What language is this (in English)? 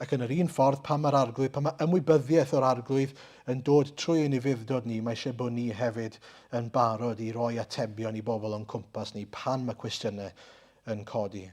Welsh